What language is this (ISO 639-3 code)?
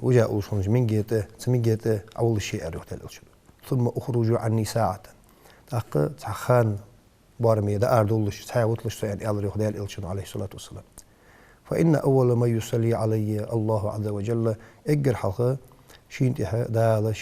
inh